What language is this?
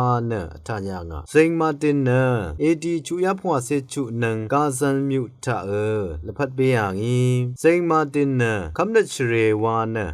Rawang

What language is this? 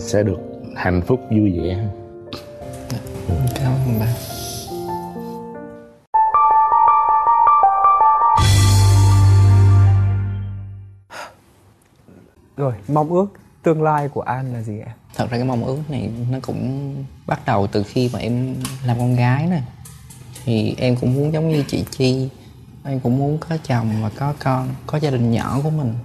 Vietnamese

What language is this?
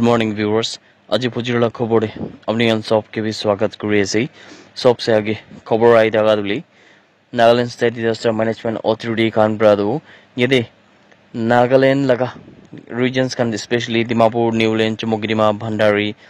Naga Pidgin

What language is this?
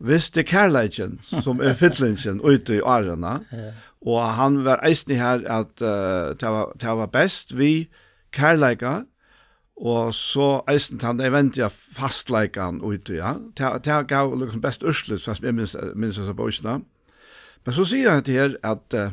Faroese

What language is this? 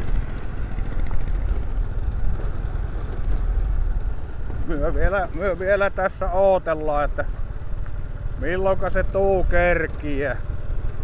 Finnish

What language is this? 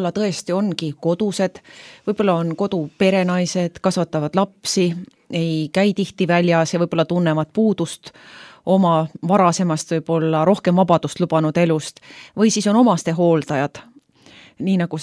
Estonian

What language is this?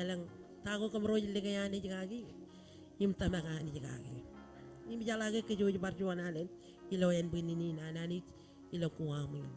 Marshallese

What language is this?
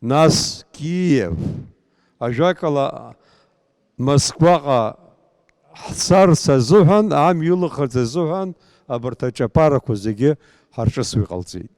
Abkhazian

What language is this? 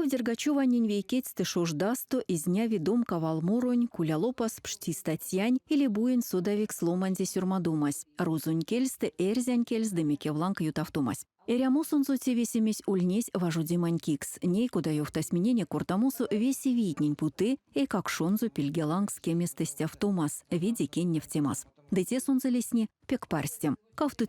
Erzya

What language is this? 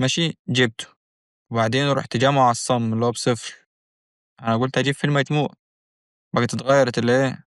Egyptian Arabic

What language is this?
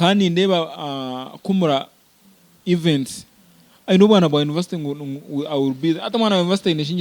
Nyankole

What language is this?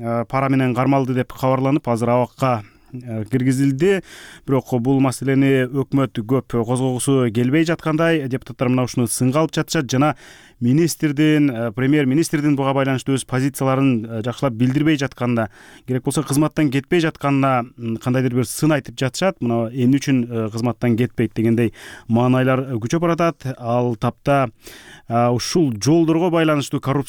Kyrgyz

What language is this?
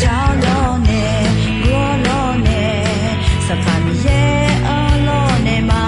Akha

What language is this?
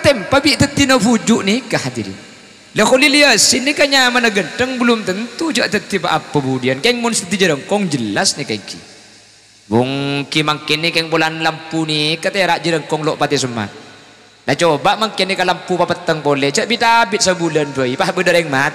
Madurese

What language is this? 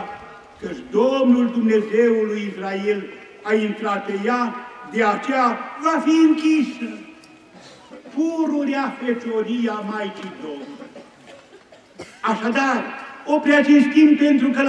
Romanian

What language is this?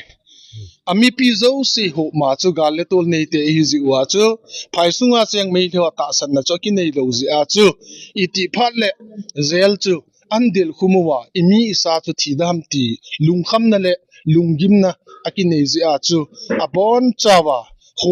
Thado Chin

